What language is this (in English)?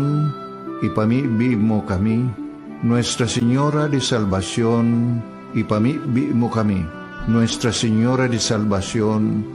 Bikol